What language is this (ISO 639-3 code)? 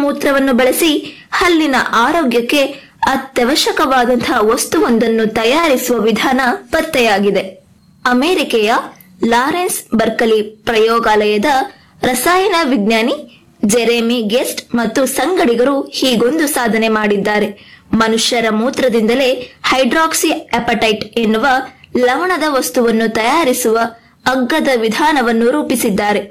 kan